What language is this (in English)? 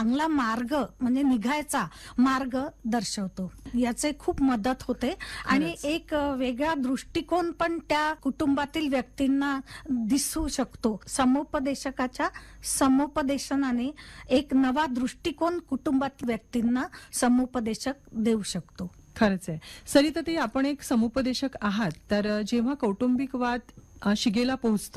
Marathi